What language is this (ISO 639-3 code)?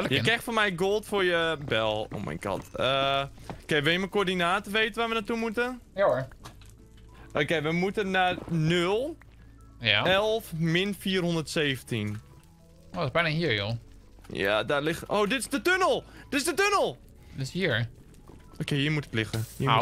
nld